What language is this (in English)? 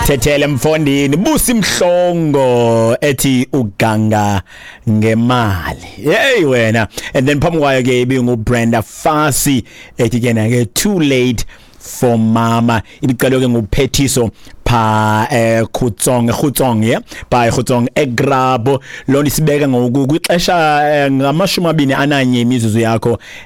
Xhosa